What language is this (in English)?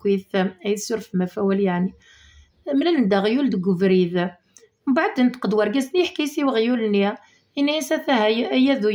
Kabyle